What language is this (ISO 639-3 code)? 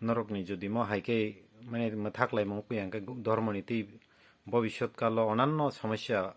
trp